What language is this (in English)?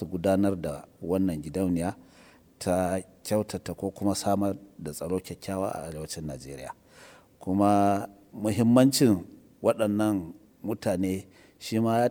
Hausa